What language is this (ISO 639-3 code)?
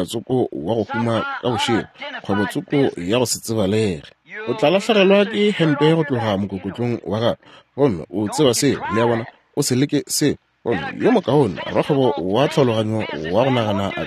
nso